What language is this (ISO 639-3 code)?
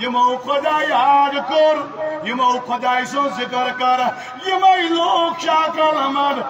kas